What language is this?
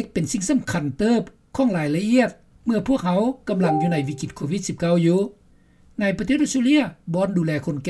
Lao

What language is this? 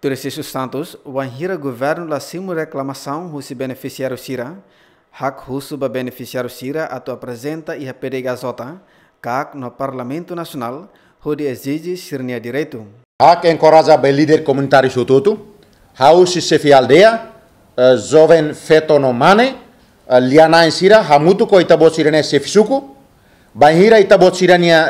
Tetum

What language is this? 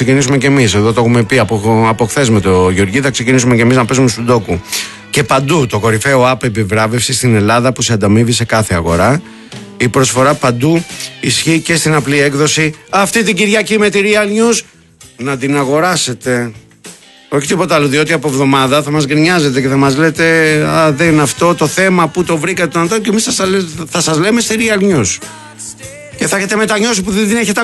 Greek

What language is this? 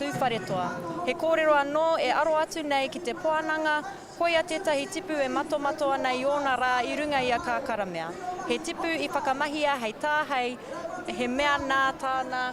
Māori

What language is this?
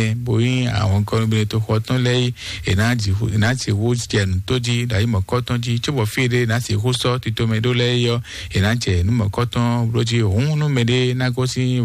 Fon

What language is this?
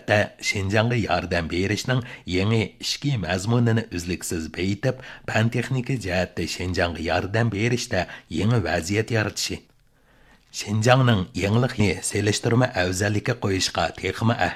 Uyghur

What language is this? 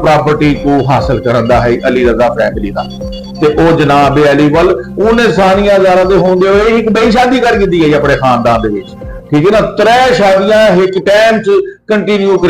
Saraiki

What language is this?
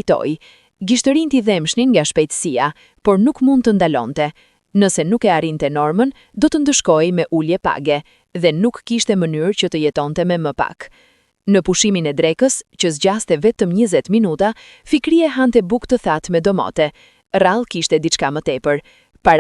Albanian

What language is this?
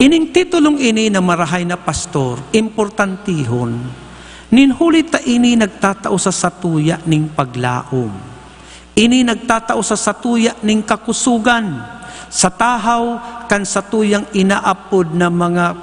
Bikol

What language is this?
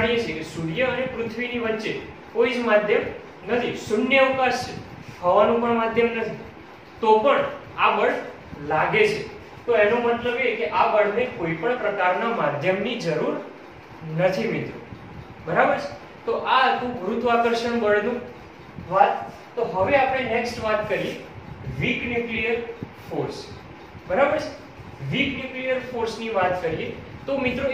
Gujarati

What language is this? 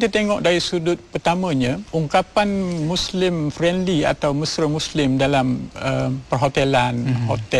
Malay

